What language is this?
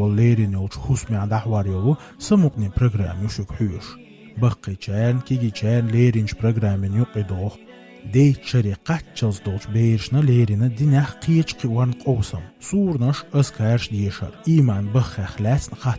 Chechen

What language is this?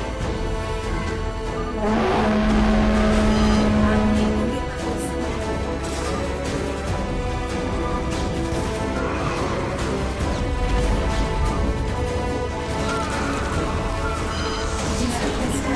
Korean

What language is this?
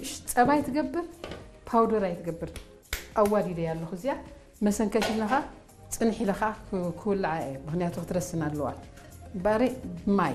Tigrinya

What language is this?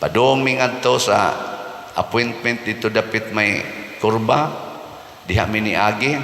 Cebuano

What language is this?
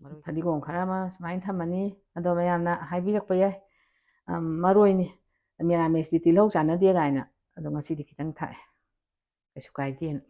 Manipuri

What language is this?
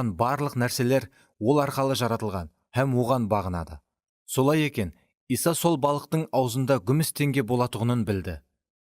Kara-Kalpak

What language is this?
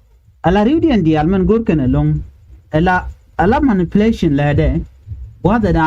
Nuer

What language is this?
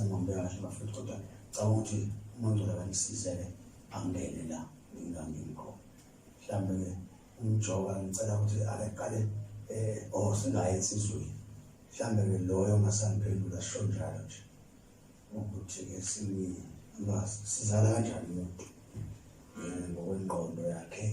Zulu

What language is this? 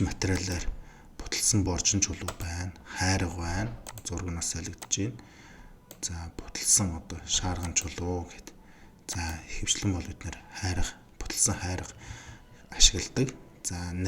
Mongolian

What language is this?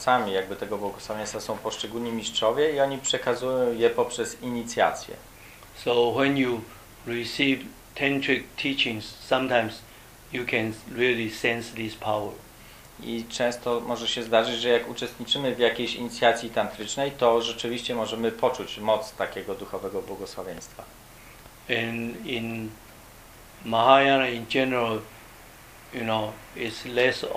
Polish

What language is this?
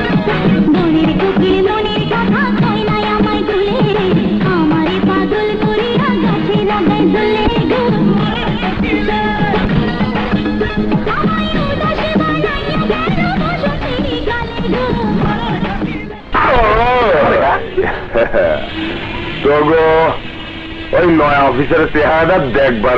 Bangla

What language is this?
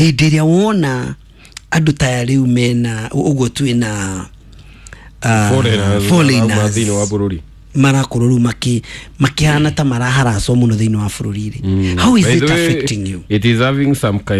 Kikuyu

